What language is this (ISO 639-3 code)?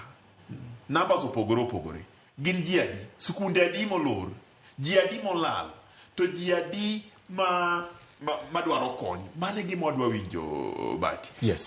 luo